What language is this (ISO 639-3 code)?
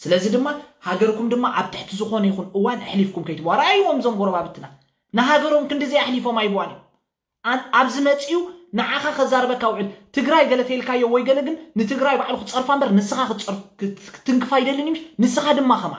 tir